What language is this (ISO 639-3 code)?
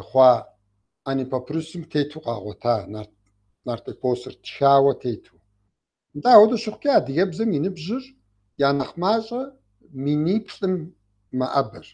kbd